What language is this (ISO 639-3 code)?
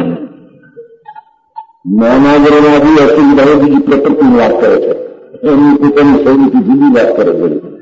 guj